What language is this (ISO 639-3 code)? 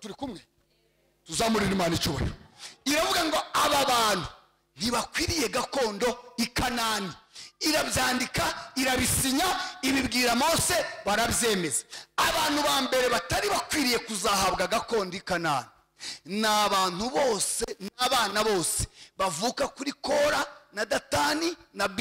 kin